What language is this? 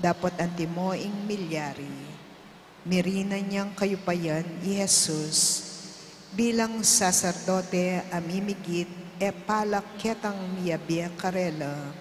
Pampanga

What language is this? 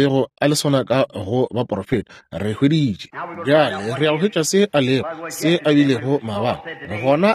Northern Sotho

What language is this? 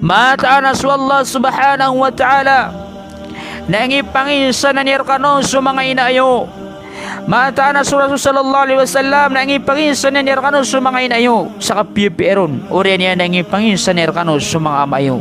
Maranao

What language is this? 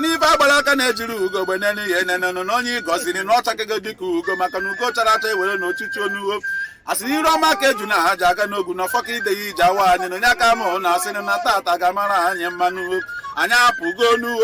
Igbo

